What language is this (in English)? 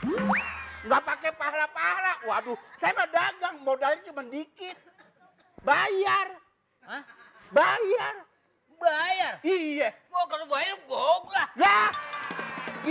Betawi